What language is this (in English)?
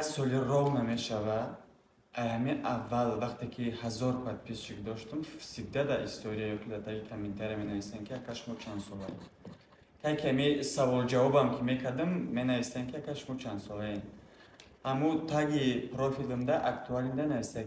Tajik